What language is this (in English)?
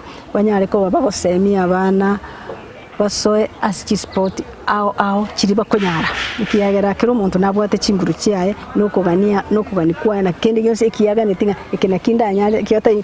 Gusii